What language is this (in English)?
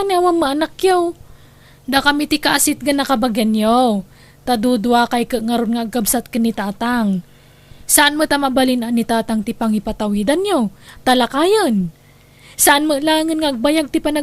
Iloko